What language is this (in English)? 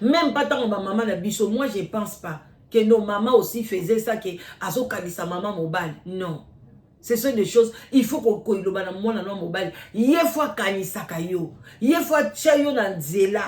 Lingala